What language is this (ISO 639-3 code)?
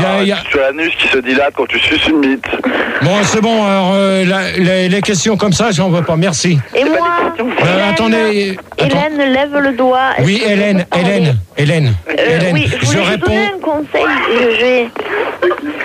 fra